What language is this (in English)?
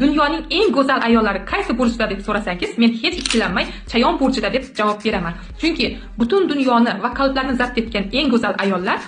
Uzbek